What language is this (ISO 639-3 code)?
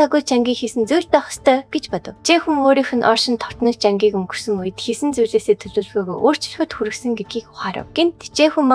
mon